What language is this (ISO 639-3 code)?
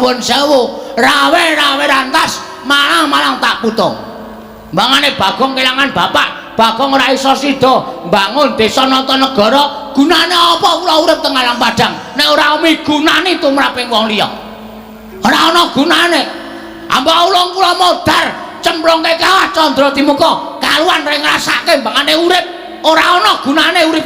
jav